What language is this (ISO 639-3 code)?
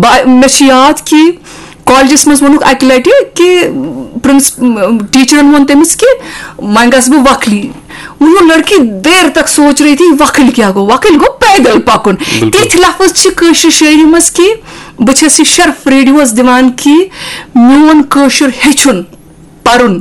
kas